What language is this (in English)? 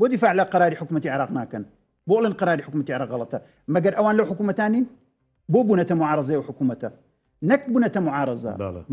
Central Kurdish